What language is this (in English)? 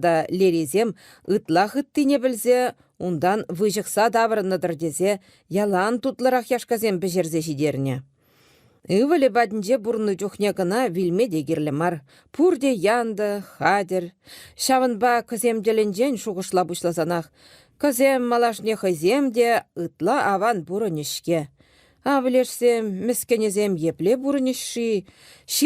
Chuvash